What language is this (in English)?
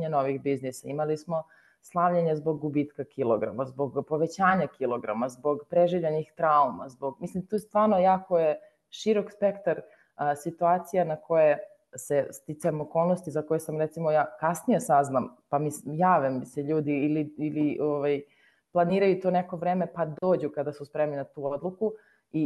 Serbian